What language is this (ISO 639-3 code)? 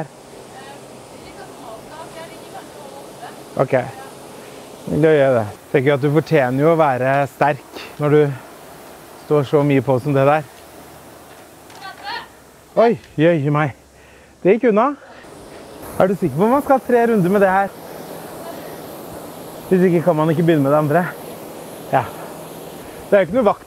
nor